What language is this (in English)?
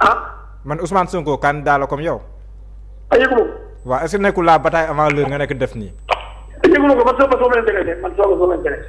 Wolof